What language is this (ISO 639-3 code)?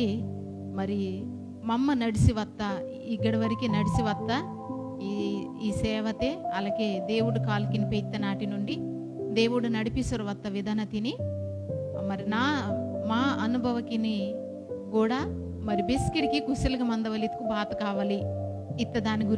kff